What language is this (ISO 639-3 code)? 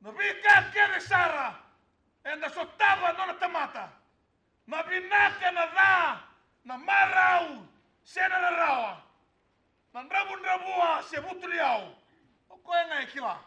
fij